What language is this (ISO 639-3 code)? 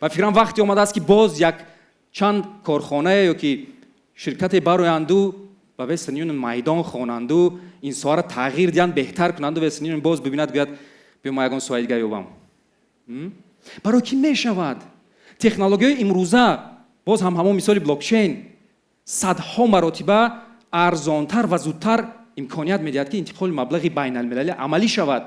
tgk